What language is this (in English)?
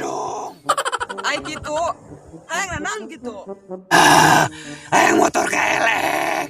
Sundanese